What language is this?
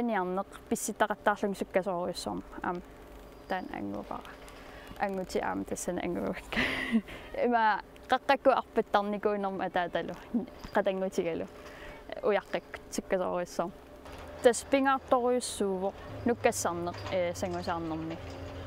Kalaallisut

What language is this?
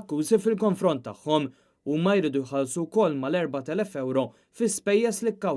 Maltese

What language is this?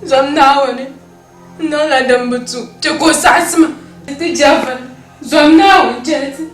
Dagbani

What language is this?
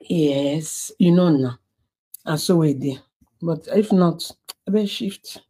Nigerian Pidgin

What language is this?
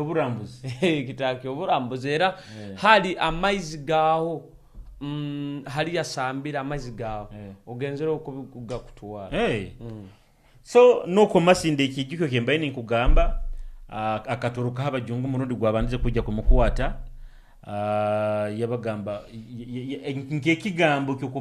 Nyoro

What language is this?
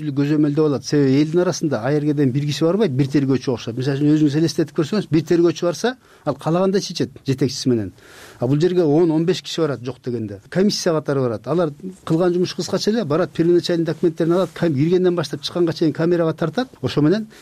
Kyrgyz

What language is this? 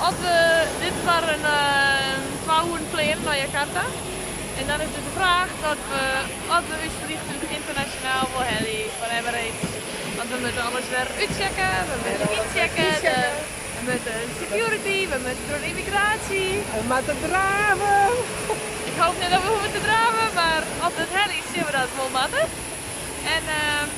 Western Frisian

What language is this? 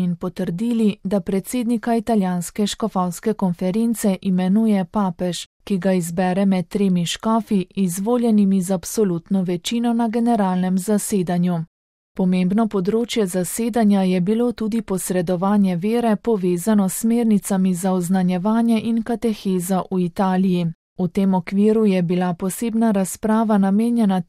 Slovenian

